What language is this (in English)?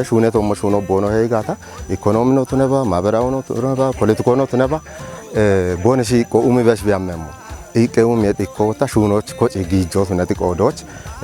Kafa